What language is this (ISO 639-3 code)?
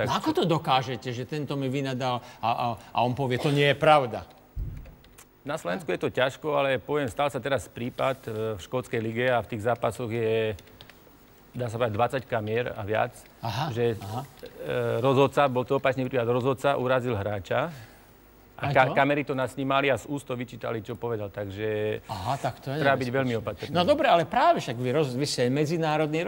slk